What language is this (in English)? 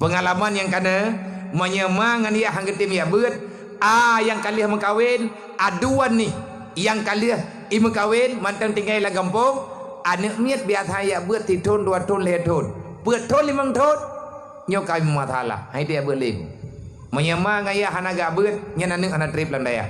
Achinese